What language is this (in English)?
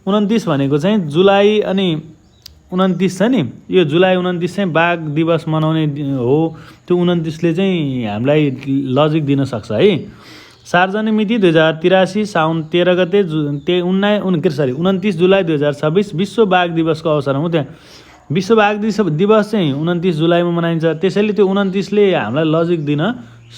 Nepali